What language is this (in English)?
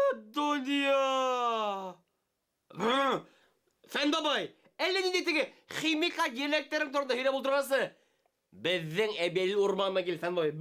Bashkir